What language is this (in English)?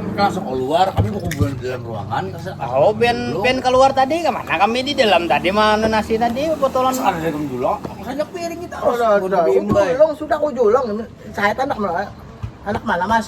Banjar